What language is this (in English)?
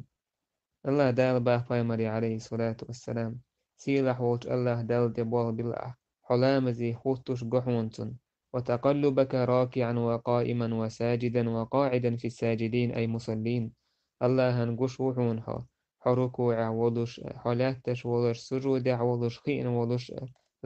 Chechen